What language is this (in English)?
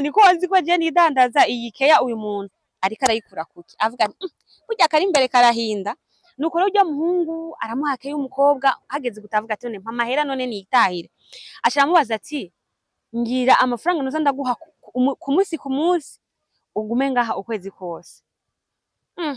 Rundi